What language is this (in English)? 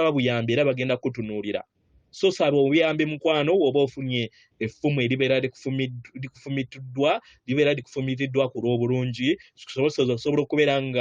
Ganda